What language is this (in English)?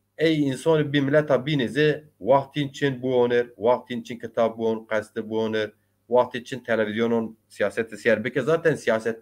Zaza